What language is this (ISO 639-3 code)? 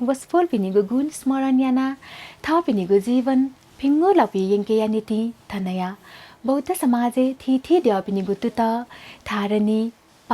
new